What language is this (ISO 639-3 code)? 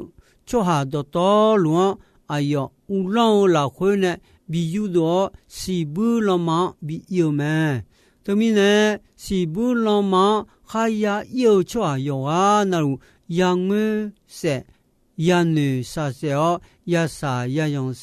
ahk